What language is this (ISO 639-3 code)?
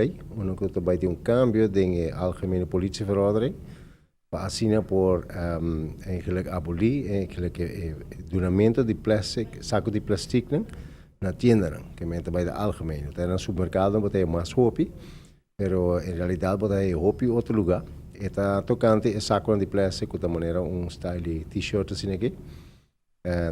pap